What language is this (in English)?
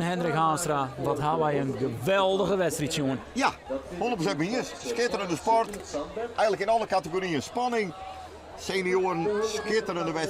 Western Frisian